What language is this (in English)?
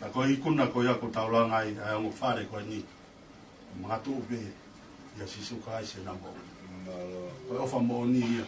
Tongan